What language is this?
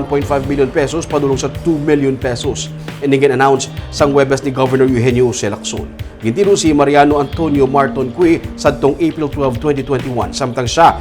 Hiligaynon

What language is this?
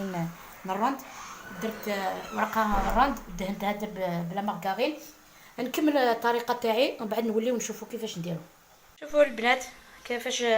Algerian Arabic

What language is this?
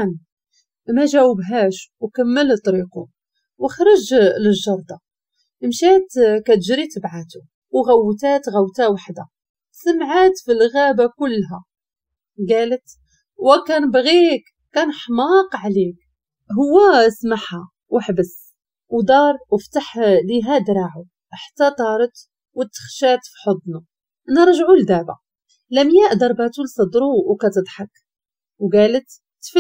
Moroccan Arabic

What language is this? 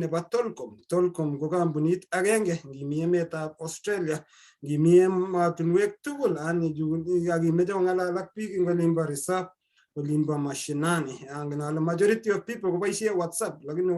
Kalenjin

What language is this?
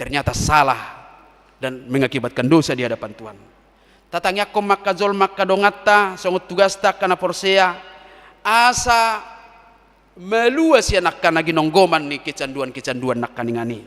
Batak Toba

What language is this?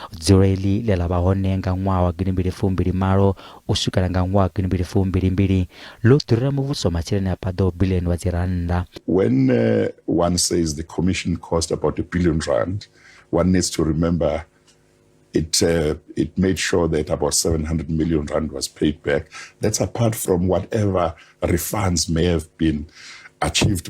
Venda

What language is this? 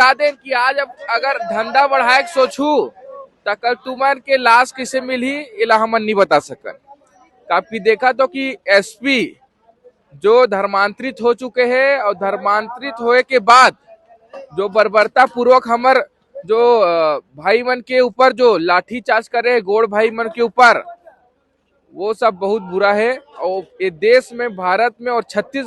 Chhattisgarhi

